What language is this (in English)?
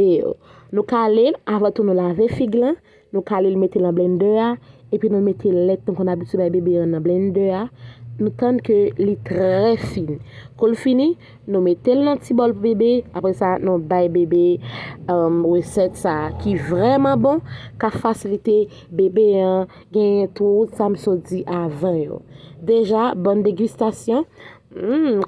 Haitian Creole